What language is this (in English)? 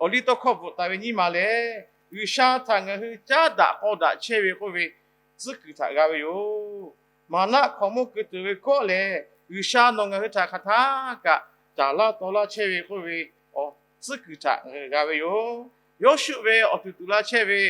Lahu